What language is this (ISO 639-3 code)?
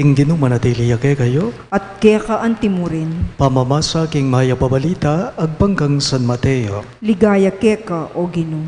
pam